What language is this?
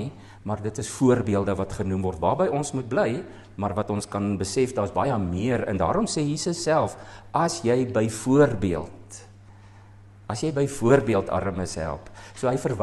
Afrikaans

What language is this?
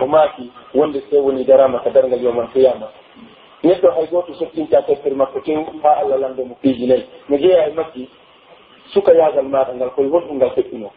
Pular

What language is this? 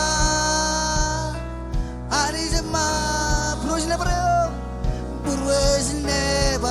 Marshallese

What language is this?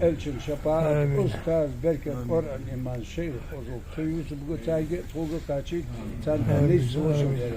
Ingush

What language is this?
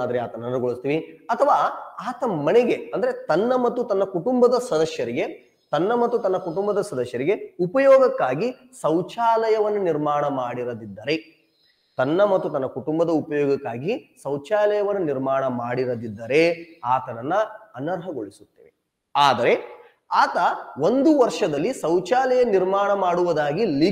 Kannada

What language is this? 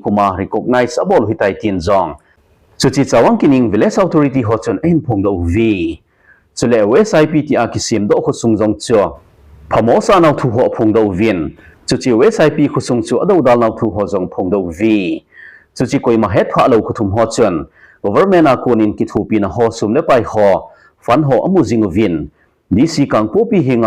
Thado Chin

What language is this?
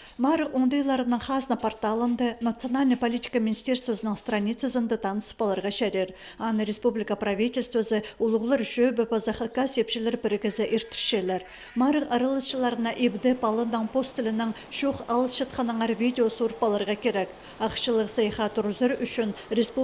Khakas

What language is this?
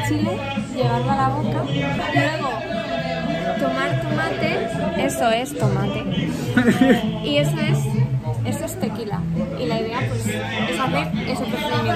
Spanish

